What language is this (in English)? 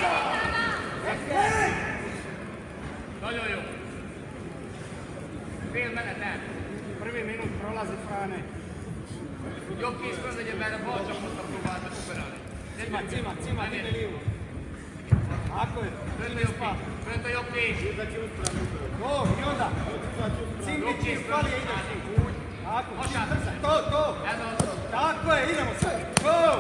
Croatian